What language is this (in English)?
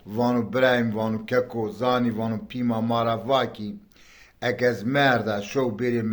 Zaza